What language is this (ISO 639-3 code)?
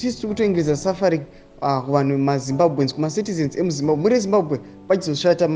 sna